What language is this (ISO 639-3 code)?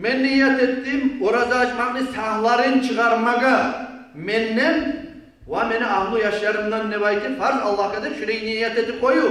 kum